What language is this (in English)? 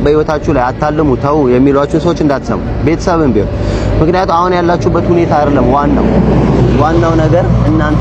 Amharic